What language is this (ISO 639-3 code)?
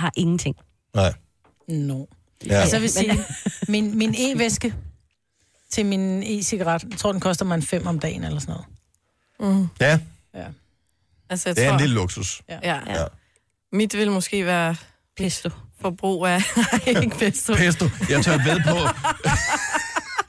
dan